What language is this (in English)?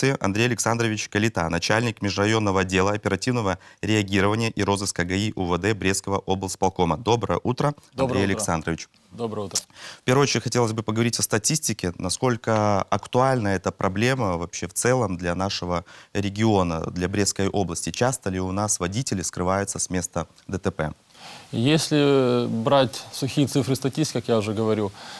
Russian